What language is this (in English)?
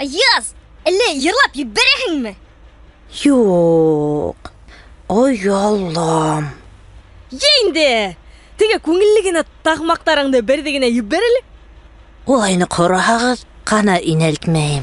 Bashkir